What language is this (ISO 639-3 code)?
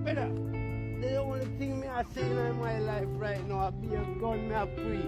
jam